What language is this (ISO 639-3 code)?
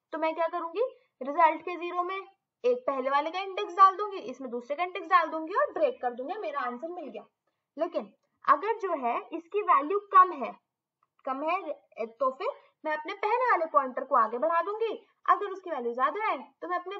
hin